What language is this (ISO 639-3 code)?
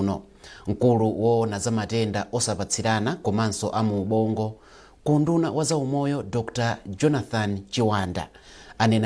nya